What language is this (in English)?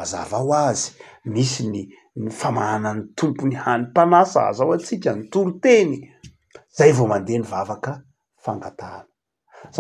Malagasy